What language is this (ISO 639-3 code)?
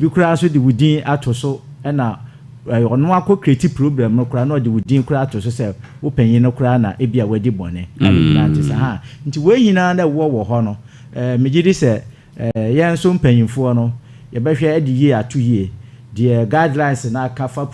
aka